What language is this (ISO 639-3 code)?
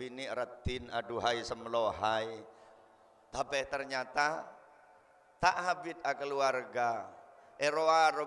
mad